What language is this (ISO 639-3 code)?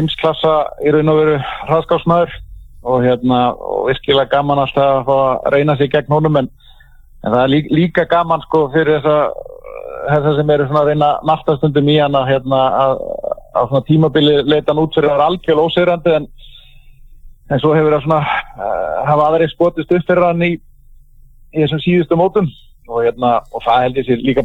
isl